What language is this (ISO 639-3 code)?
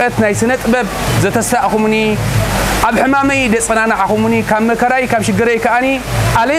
tir